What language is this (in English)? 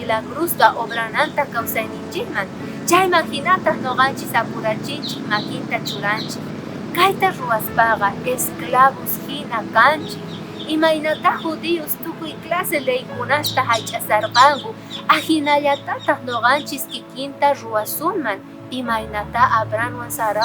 South Bolivian Quechua